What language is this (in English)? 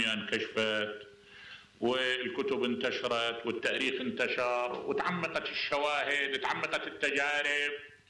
Mesopotamian Arabic